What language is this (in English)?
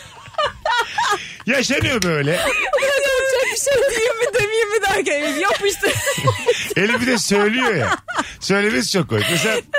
Turkish